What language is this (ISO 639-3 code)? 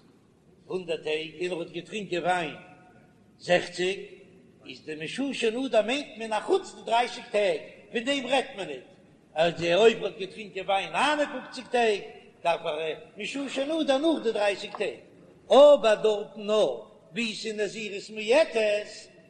yid